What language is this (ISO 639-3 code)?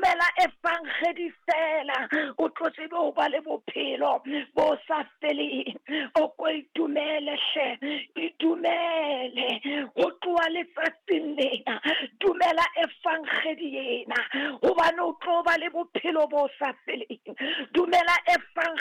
sot